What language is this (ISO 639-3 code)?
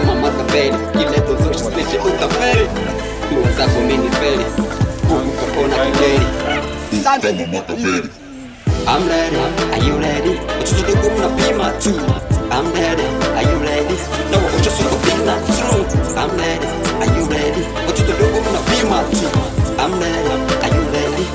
swa